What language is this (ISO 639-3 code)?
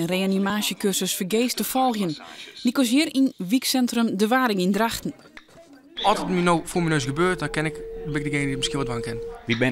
fry